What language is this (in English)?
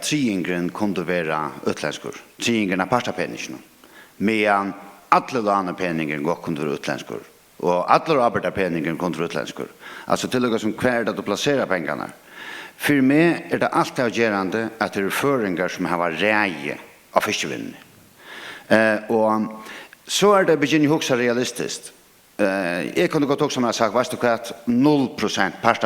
Faroese